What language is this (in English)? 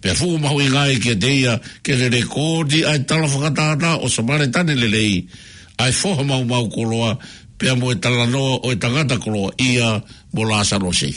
Tongan